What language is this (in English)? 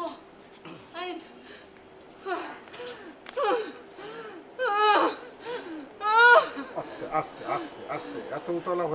Bangla